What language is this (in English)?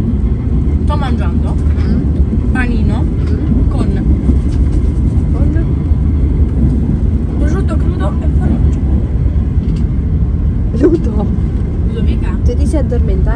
Italian